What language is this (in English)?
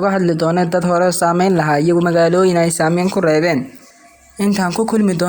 Somali